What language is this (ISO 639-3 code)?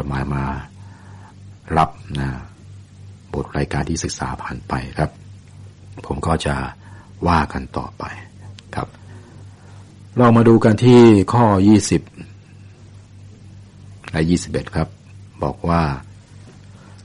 tha